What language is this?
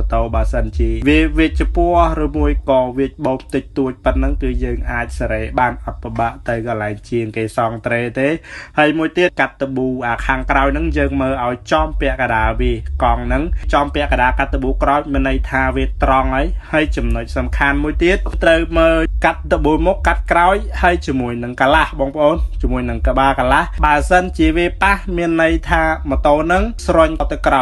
Khmer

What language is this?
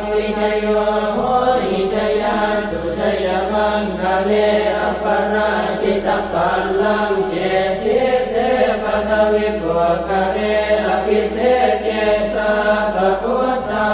Pali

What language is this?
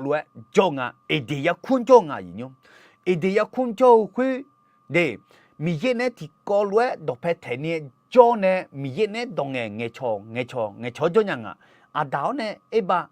Akha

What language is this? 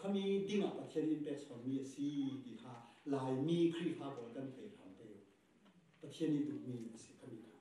Falam Chin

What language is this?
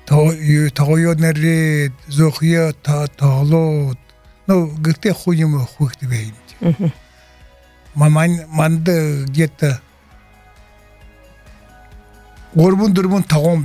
Buriat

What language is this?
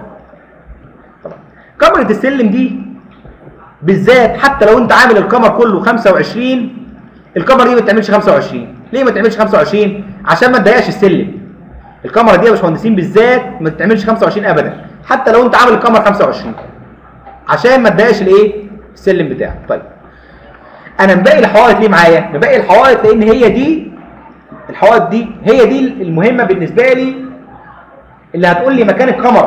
Egyptian Arabic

